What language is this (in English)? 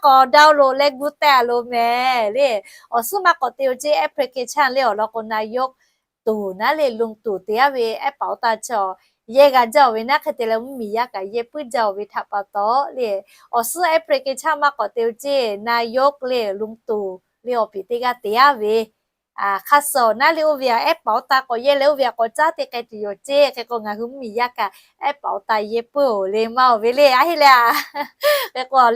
Lahu